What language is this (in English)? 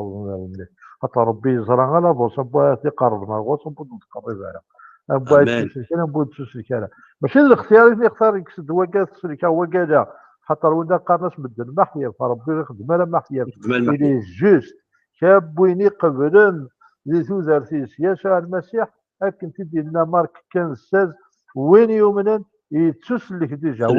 Kabyle